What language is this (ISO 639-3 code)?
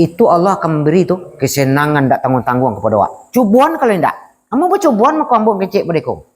min